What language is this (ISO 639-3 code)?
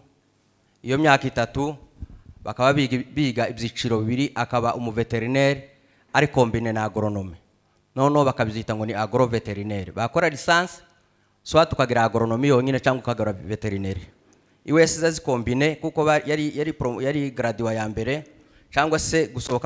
kin